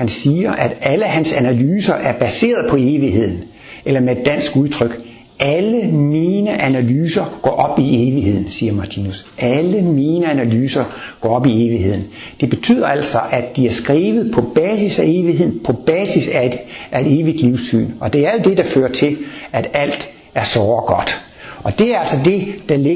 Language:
Danish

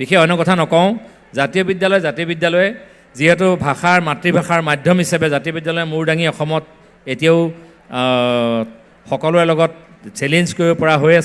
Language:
Assamese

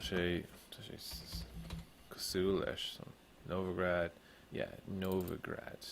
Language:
Irish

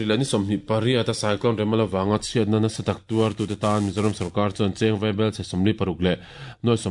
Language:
Mizo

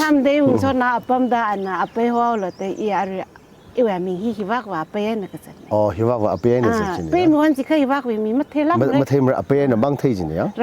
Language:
Tangkhul Naga (India)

